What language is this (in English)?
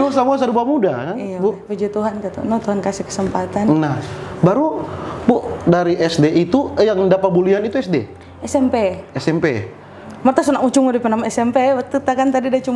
Manado Malay